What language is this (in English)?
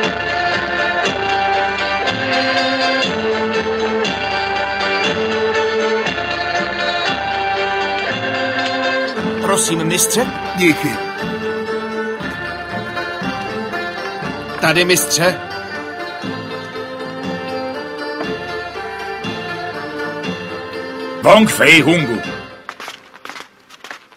Czech